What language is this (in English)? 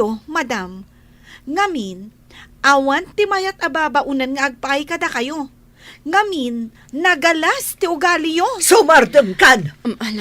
Iloko